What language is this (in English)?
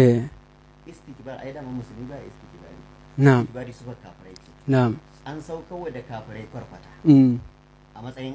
Hausa